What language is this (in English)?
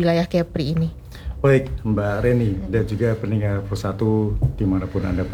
Indonesian